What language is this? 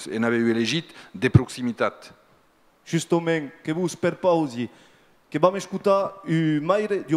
Occitan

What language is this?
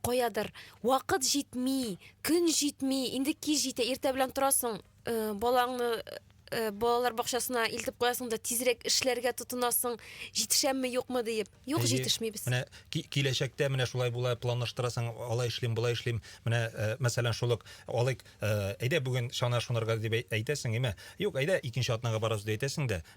Tatar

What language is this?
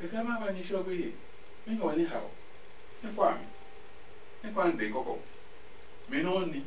Adangme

